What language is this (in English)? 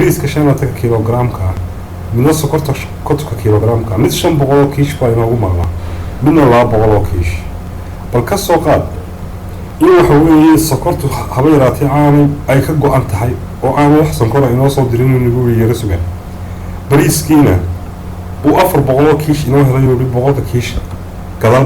Somali